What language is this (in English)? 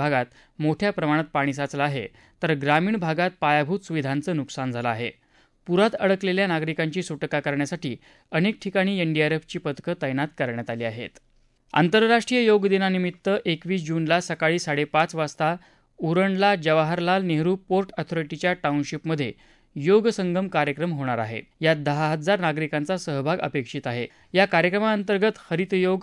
Marathi